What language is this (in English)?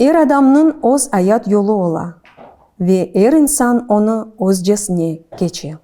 Crimean Tatar